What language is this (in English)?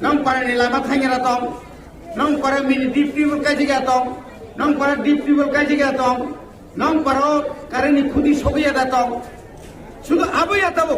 Kok Borok